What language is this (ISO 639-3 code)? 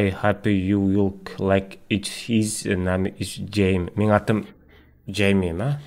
kaa